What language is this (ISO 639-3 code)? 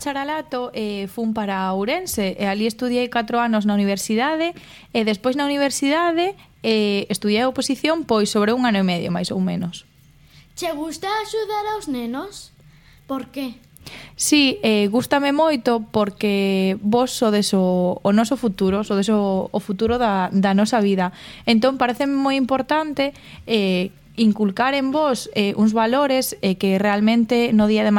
glg